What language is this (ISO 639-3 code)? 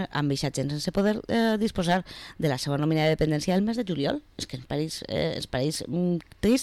cat